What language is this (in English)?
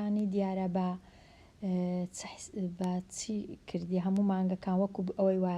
Central Kurdish